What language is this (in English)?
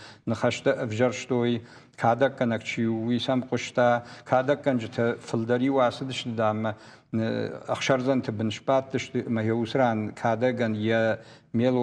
Ossetic